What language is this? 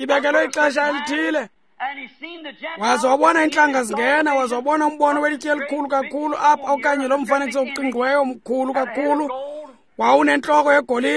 Xhosa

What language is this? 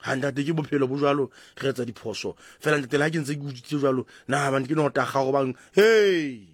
Southern Sotho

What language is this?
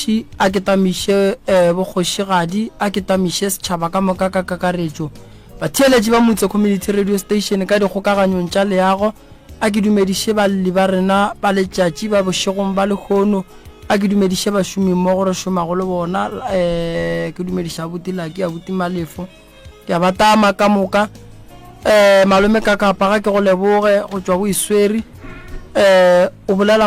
Northern Sotho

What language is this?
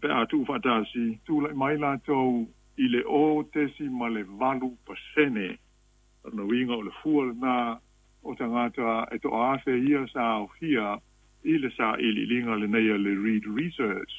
Samoan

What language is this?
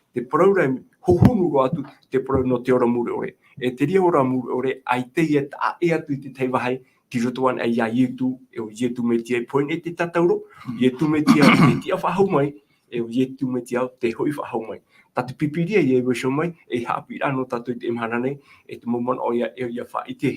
Tahitian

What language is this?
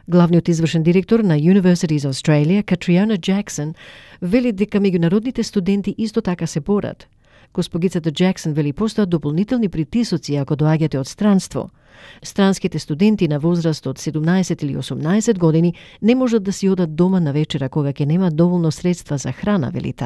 Macedonian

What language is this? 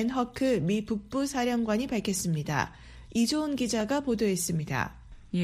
Korean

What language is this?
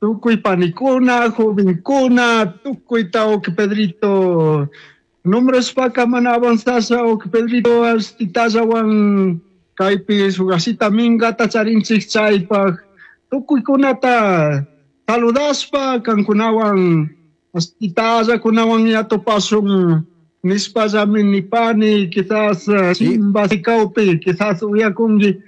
Chimborazo Highland Quichua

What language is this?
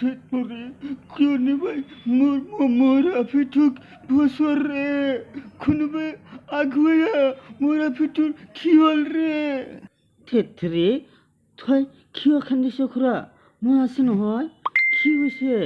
Assamese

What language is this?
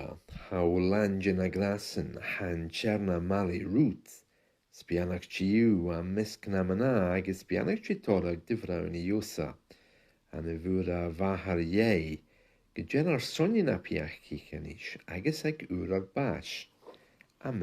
Scottish Gaelic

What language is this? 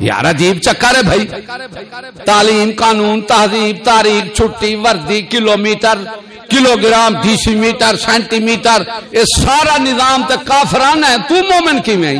Saraiki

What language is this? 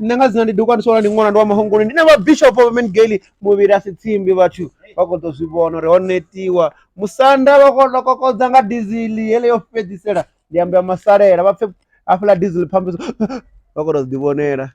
Venda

